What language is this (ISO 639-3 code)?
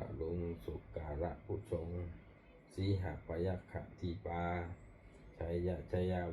pli